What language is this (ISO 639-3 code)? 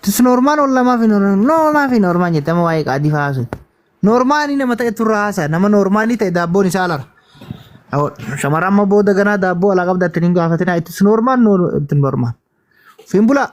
orm